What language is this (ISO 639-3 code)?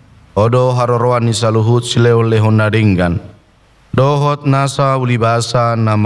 bbc